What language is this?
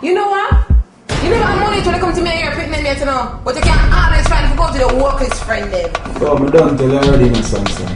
Jamaican Creole English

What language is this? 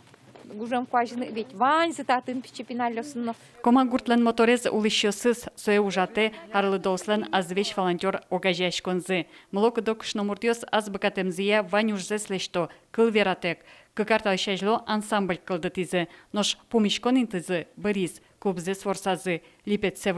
Udmurt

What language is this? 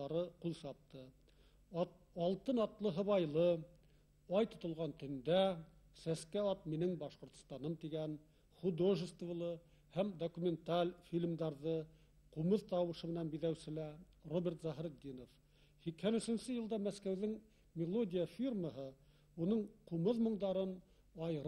Bashkir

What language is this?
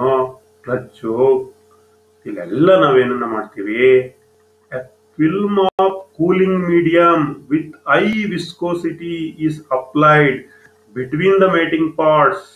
Kannada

